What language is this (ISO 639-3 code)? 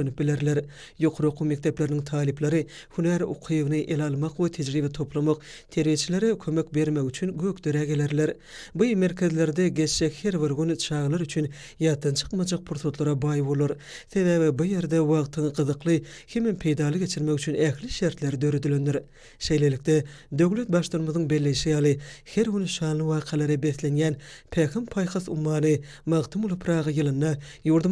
tuk